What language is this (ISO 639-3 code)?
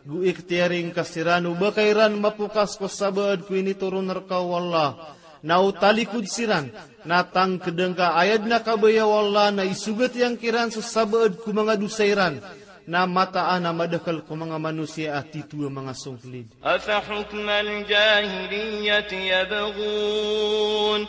mrw